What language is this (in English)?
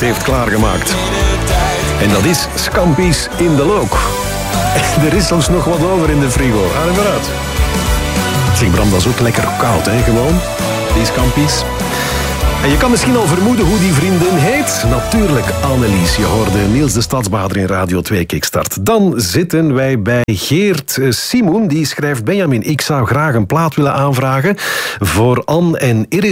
Dutch